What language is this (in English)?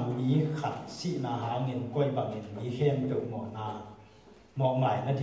Tedim Chin